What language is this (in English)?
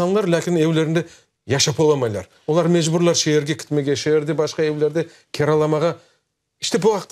Crimean Tatar